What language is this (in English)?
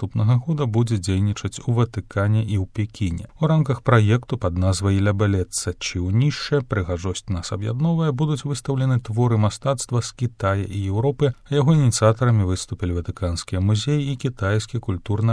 Belarusian